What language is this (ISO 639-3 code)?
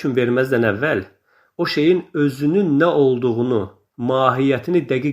aze